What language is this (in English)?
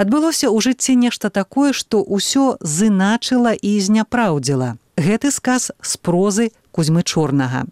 Belarusian